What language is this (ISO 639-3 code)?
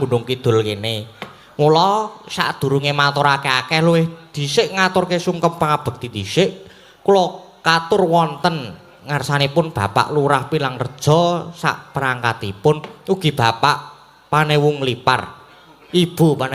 jav